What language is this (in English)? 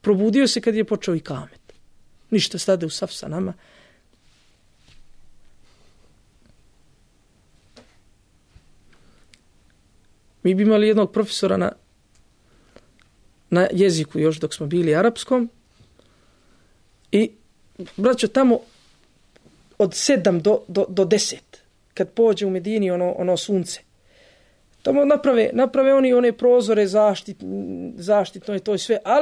Bosnian